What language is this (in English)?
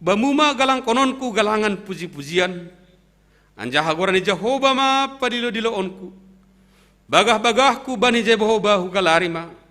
Batak Simalungun